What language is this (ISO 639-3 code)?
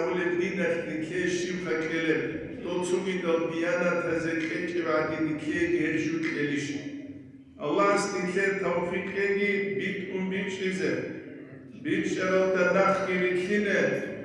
ava